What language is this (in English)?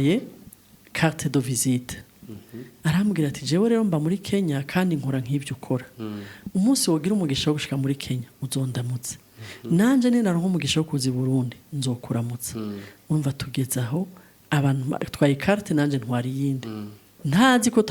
Rundi